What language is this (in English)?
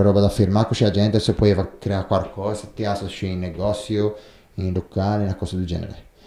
Ligurian